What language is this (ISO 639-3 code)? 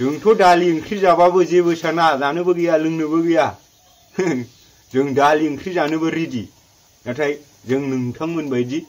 brx